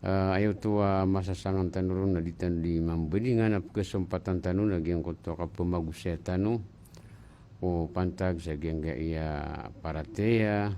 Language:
Maranao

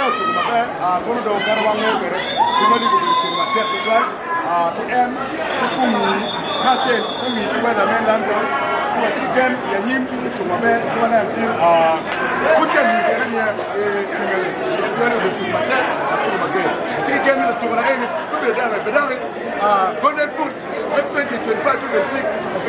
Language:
Acoli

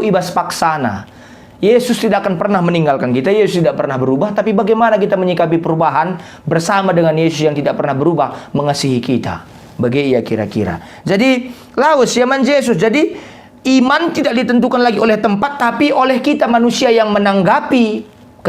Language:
Batak Karo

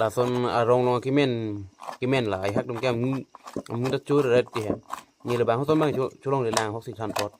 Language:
Karbi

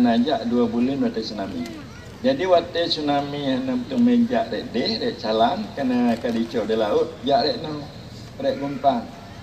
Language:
Achinese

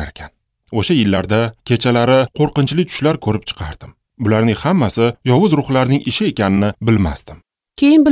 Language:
Uzbek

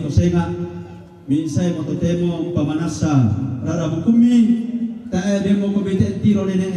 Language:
Toraja-Sa'dan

